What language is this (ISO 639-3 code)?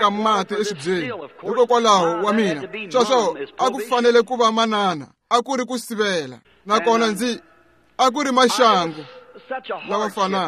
tso